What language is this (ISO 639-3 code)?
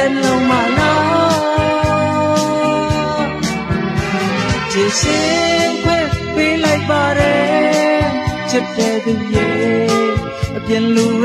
mya